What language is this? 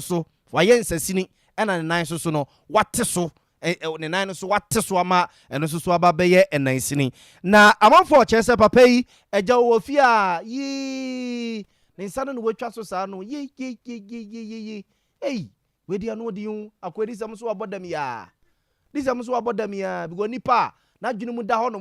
Akan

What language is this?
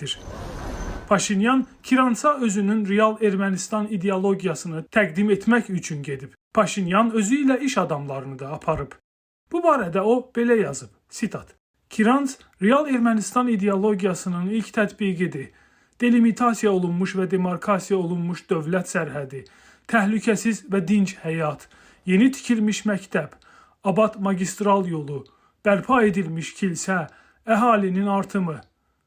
Azerbaijani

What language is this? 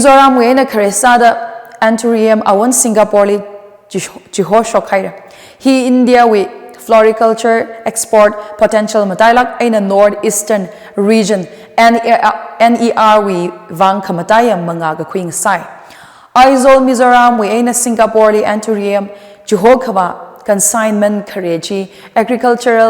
Tangkhul Naga (India)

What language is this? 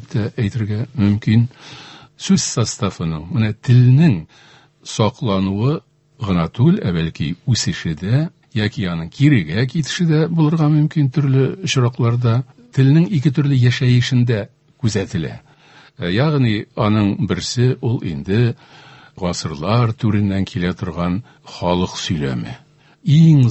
Tatar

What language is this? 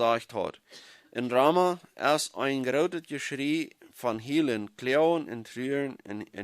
Plautdietsch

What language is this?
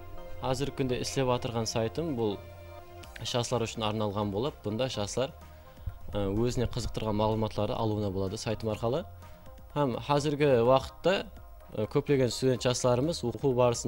Kara-Kalpak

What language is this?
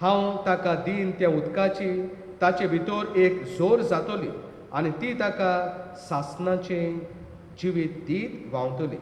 Konkani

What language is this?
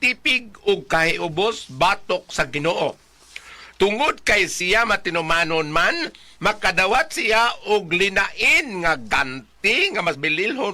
Cebuano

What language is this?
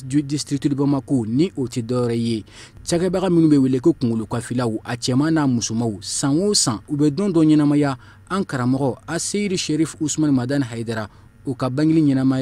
Bambara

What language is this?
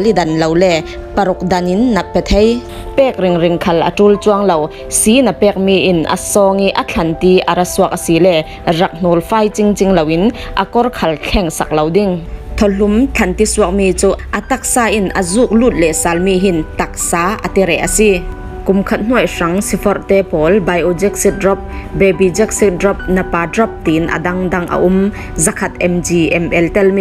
Falam Chin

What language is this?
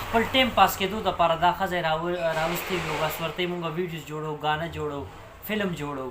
Pashto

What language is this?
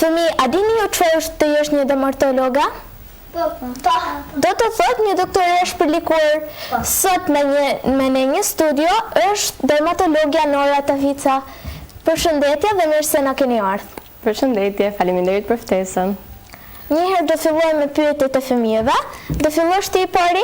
Albanian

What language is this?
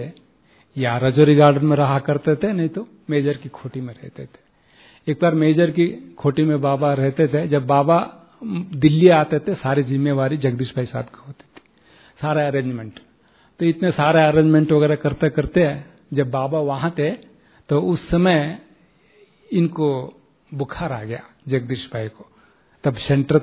Hindi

